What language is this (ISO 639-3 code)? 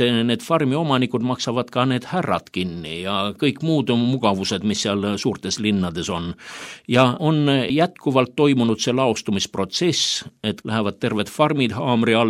est